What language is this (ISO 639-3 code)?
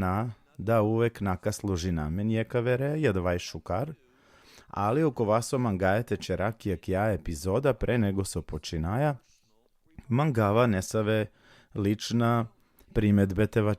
rmn